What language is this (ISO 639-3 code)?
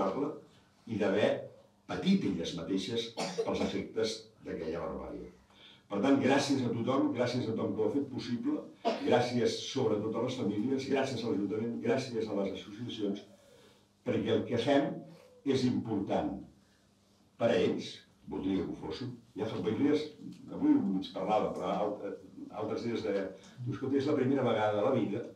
cat